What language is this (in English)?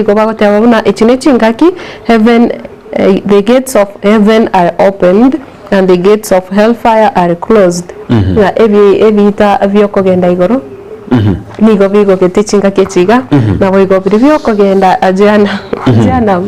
Gusii